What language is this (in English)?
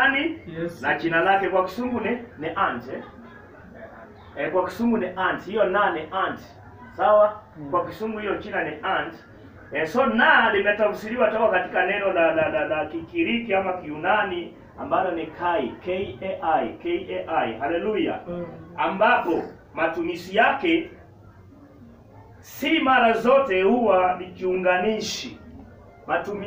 Swahili